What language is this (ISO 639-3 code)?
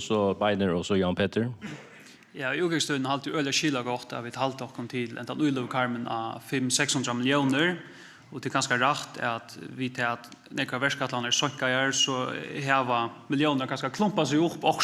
fao